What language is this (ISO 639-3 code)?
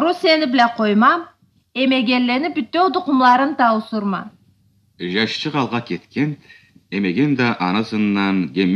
krc